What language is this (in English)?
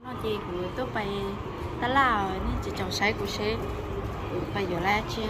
Hmong